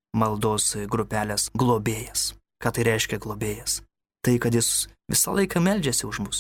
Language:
Lithuanian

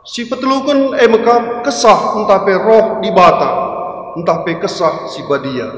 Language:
Batak Karo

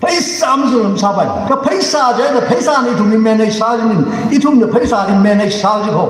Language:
Tangkhul Naga (India)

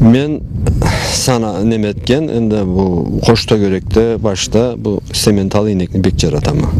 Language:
Karachay-Balkar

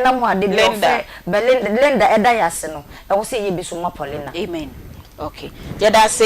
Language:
Akan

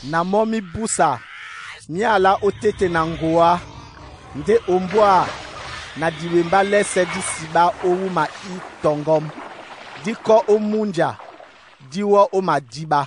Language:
Duala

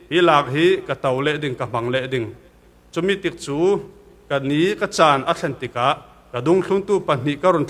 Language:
Falam Chin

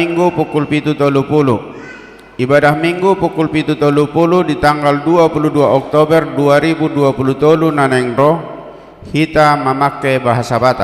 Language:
Batak Toba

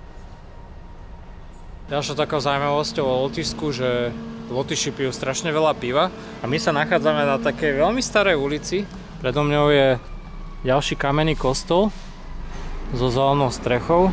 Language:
Slovak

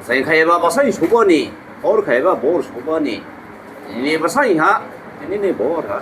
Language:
Dimasa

